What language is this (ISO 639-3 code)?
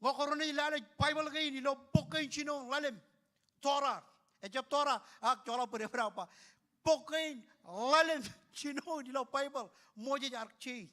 mah